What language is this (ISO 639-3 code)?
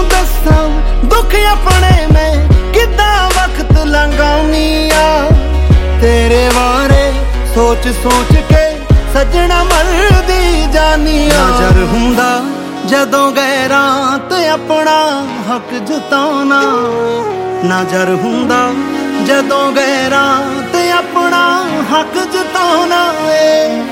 pan